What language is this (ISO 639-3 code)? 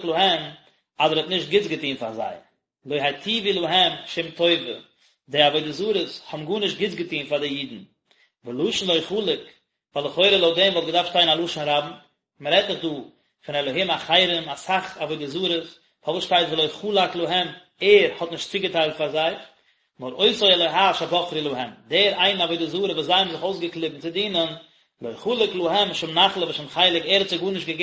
yid